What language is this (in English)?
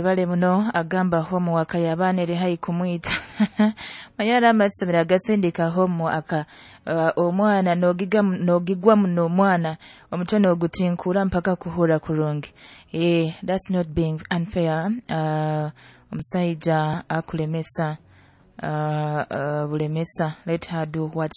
Nyoro